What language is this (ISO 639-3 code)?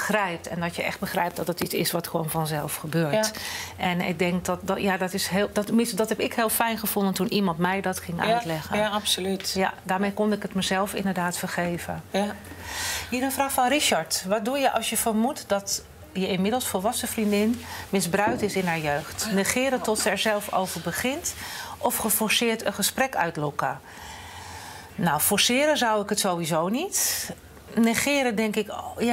nld